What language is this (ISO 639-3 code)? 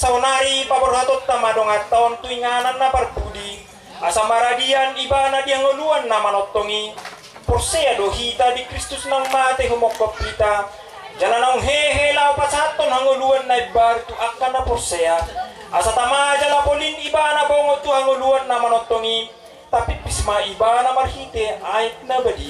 bbc